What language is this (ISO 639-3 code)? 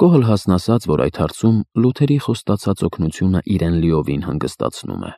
hye